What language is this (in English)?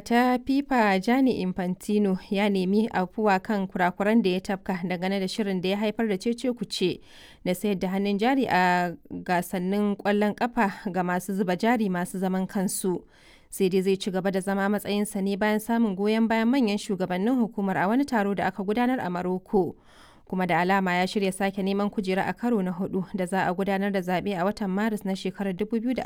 Hausa